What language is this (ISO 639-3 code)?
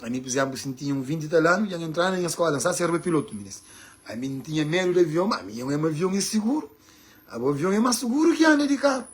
kea